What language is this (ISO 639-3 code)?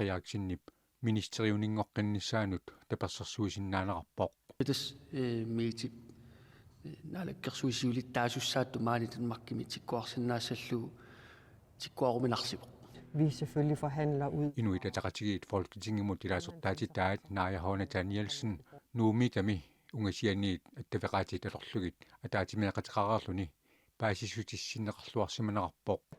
kal